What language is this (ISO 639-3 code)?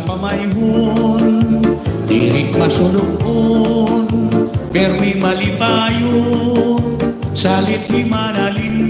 war